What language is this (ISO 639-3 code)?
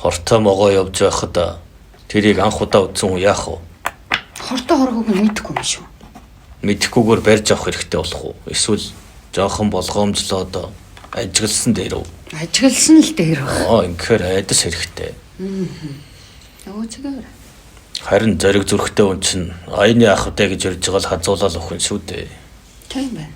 mon